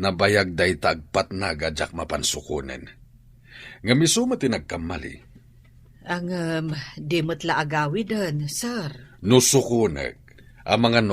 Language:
Iloko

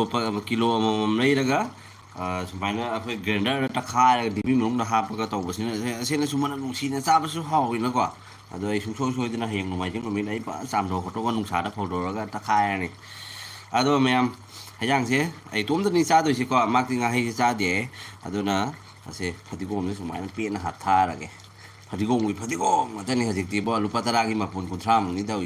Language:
Manipuri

